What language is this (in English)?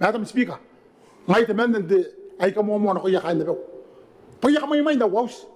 Gilbertese